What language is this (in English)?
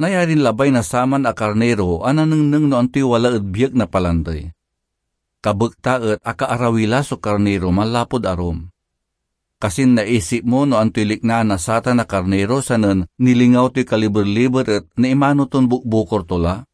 Pangasinan